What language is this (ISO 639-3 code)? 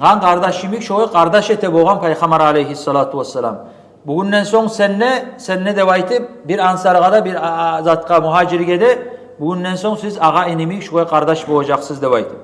kum